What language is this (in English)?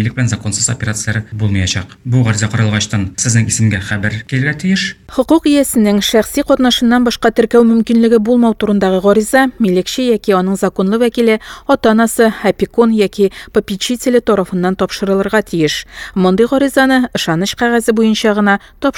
Tatar